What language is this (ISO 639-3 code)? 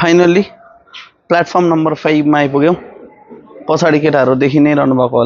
nep